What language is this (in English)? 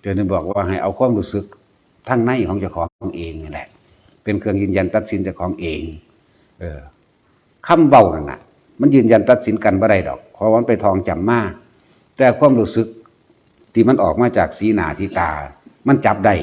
Northeastern Thai